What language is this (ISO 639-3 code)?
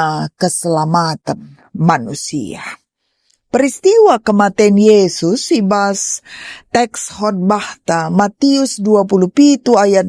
btx